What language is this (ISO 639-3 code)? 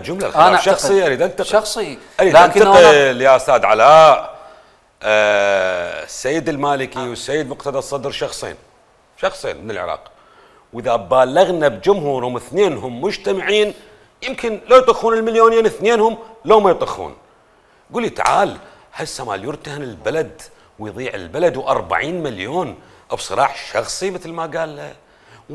acm